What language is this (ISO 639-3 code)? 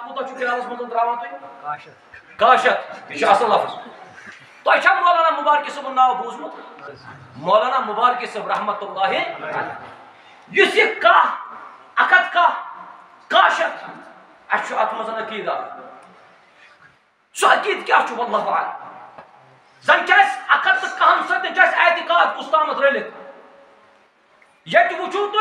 kas